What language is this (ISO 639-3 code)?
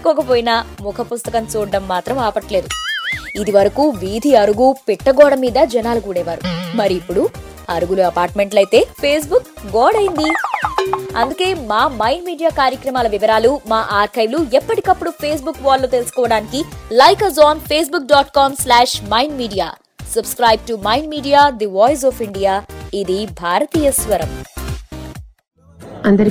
tel